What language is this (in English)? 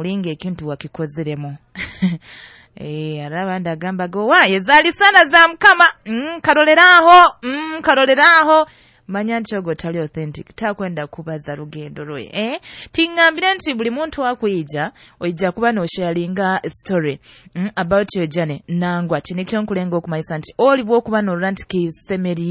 Nyoro